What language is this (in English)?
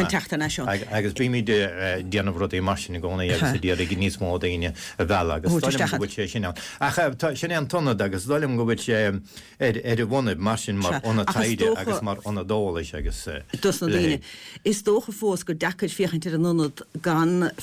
Irish